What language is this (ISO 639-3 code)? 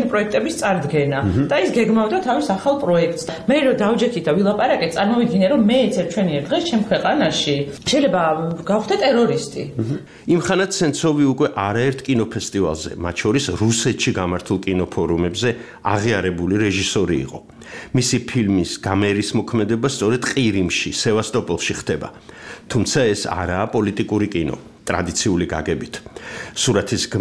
kat